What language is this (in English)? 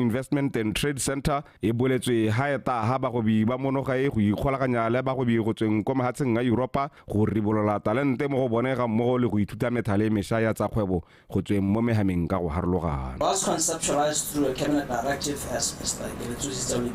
Tswana